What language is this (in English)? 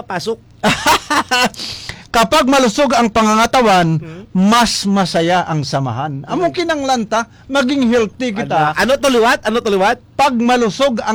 Filipino